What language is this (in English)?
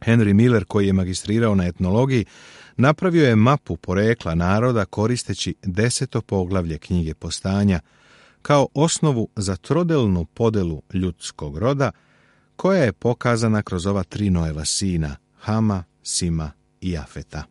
Serbian